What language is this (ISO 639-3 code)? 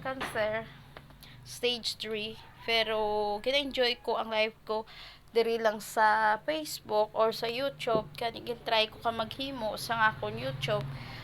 hil